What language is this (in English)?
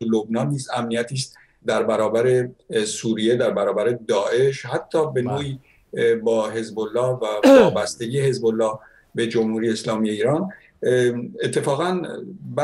Persian